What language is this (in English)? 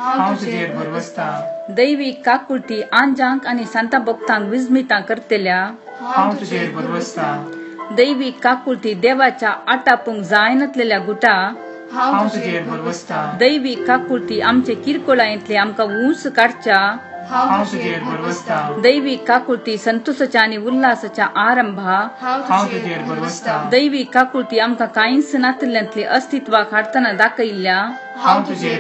Konkani